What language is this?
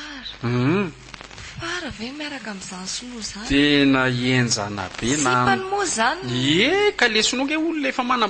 Malagasy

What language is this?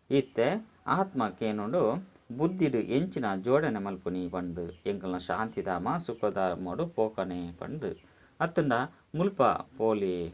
Tulu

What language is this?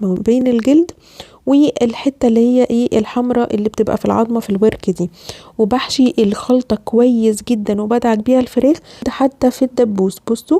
Egyptian Arabic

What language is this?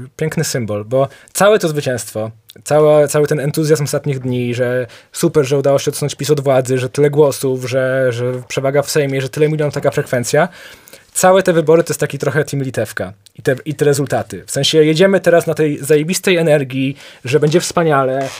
Polish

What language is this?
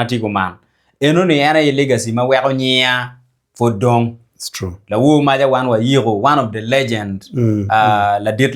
Acoli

